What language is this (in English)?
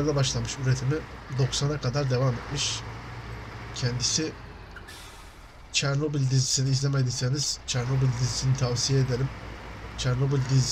Turkish